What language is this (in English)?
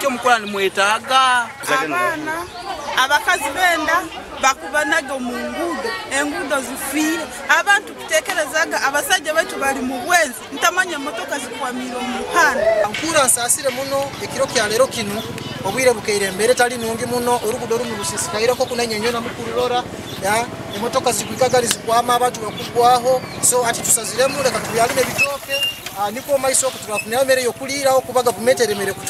Nyankole